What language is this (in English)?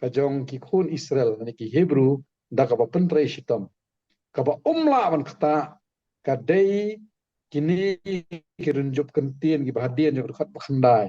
Khasi